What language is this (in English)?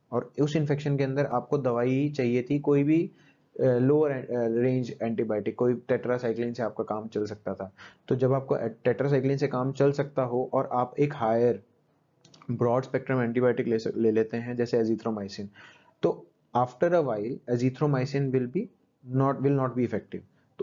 Hindi